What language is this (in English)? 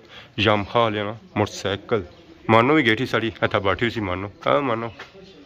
Pahari-Potwari